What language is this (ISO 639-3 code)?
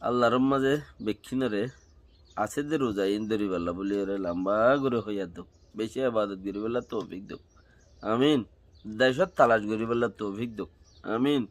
rhg